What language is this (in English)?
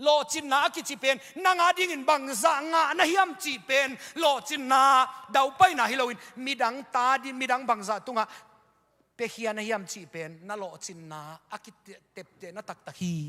Tedim Chin